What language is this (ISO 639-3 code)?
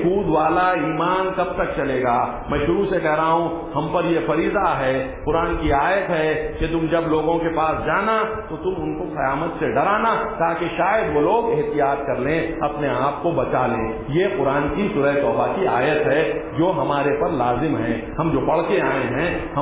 urd